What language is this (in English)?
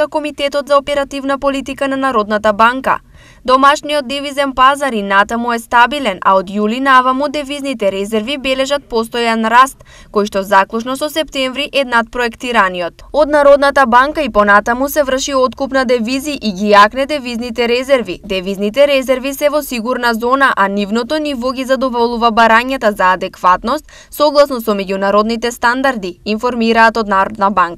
Macedonian